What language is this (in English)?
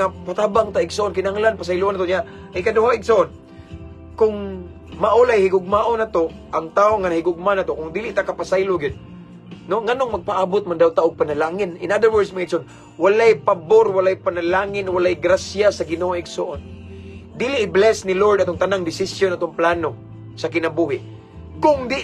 Cebuano